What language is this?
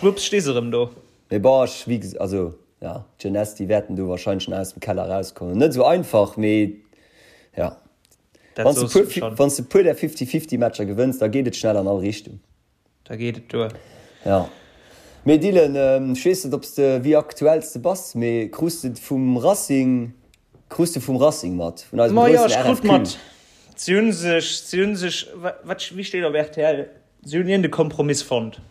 Luxembourgish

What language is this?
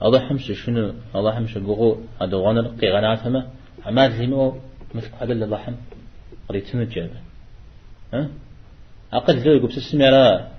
Kabardian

